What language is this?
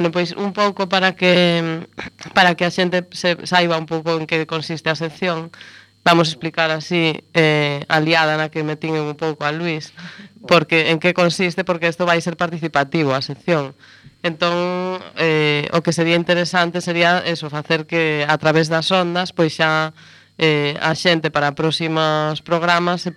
Galician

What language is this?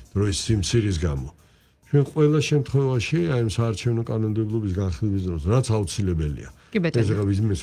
Georgian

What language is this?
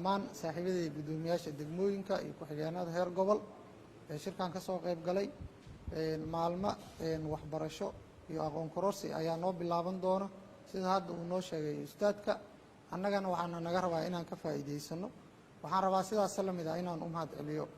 Somali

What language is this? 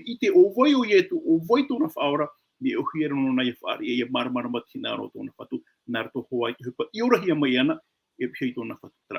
Tahitian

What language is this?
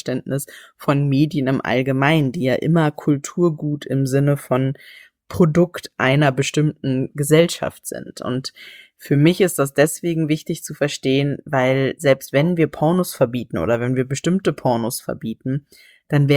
German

